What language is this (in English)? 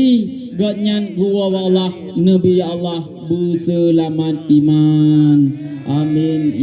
Achinese